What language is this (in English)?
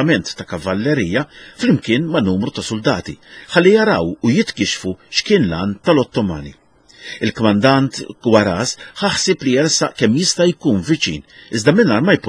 Maltese